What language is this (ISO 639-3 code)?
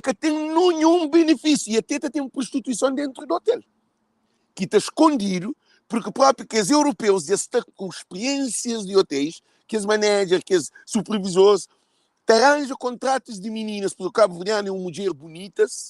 kea